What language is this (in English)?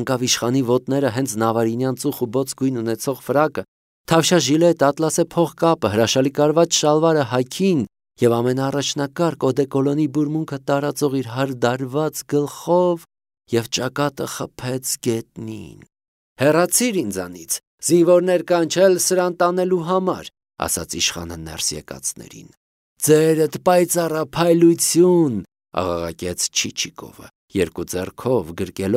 Armenian